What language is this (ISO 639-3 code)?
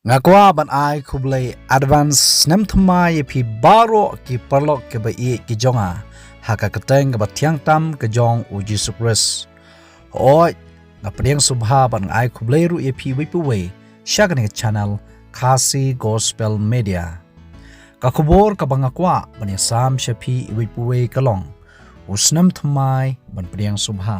kha